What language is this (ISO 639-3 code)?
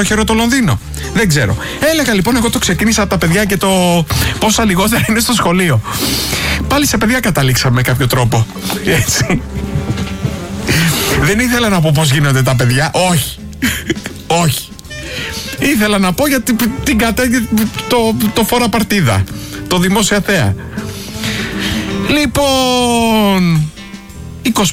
ell